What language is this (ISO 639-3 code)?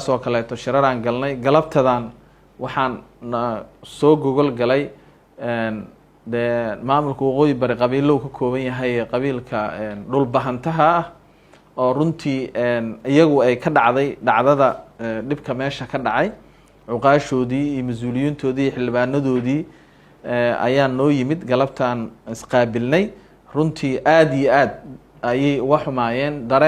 som